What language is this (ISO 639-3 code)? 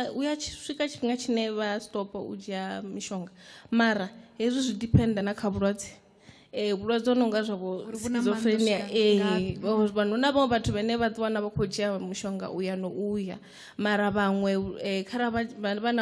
ven